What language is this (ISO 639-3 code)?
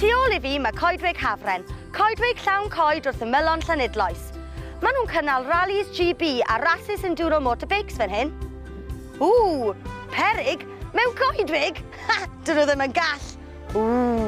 cym